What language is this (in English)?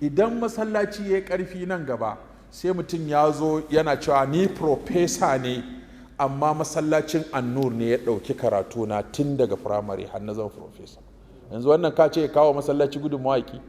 Hausa